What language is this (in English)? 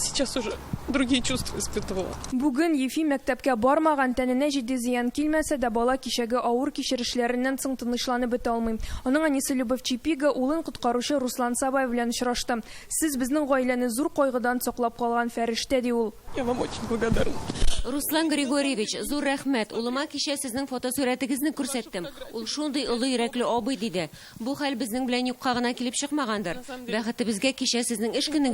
Tatar